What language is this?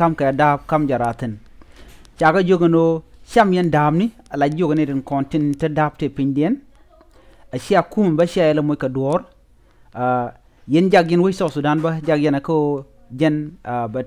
Nuer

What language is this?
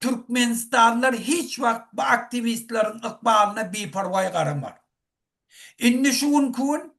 Turkmen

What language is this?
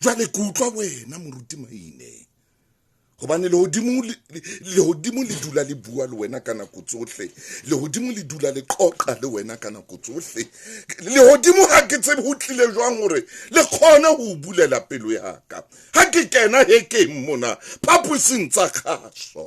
Southern Sotho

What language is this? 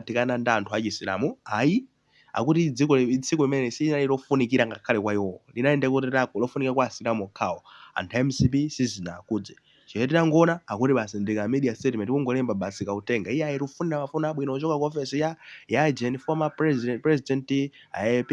Nyanja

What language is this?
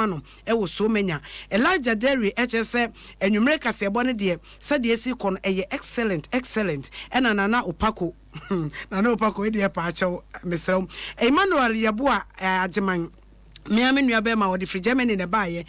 Akan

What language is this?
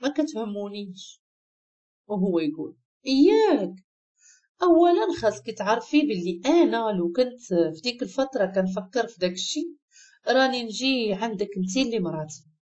Moroccan Arabic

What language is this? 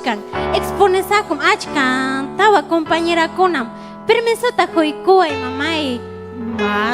Ayacucho Quechua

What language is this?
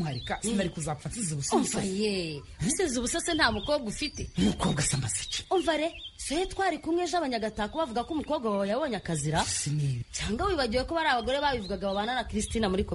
Kinyarwanda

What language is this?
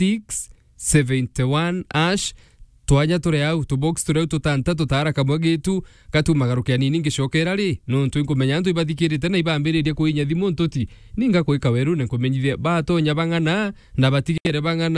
Meru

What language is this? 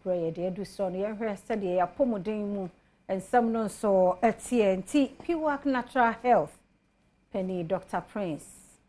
Akan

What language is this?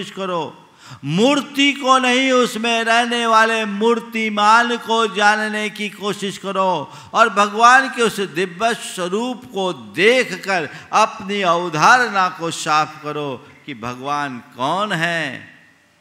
Hindi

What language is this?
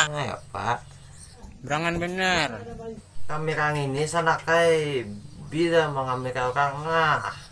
Banjar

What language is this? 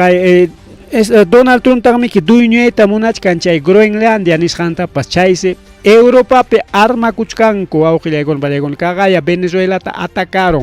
Ayacucho Quechua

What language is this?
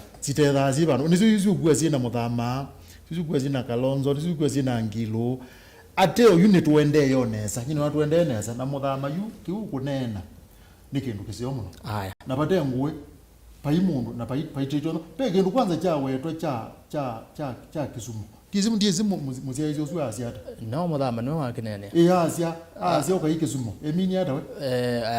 Kamba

